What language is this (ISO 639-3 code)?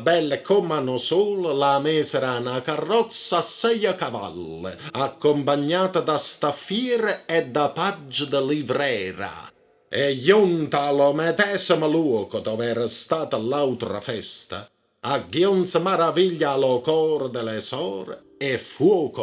nap